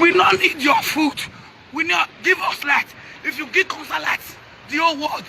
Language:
Nigerian Pidgin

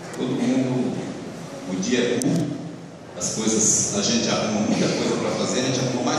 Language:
Portuguese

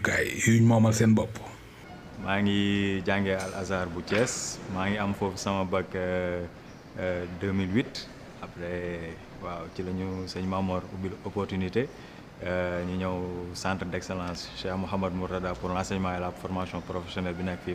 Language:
Wolof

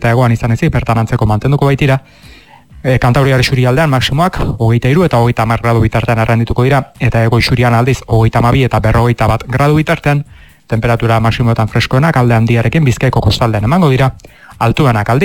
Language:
Basque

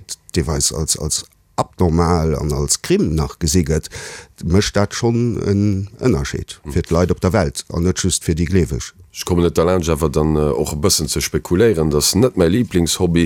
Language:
Luxembourgish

